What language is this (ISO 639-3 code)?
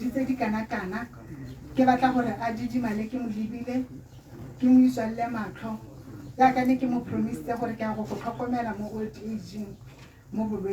tsn